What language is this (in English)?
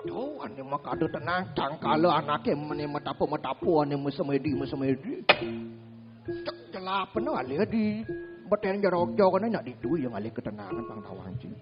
Balinese